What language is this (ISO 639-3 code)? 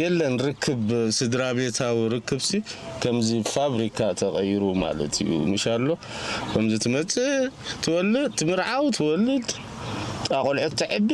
tir